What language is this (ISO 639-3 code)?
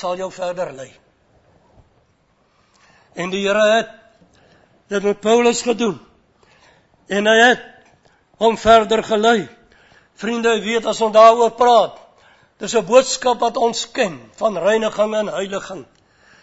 afr